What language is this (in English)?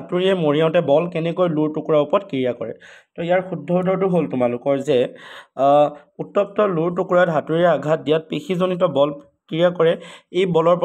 Assamese